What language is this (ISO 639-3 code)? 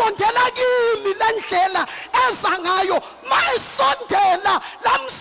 zul